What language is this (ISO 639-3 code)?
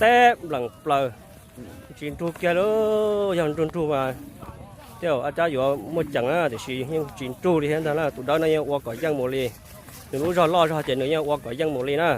hmn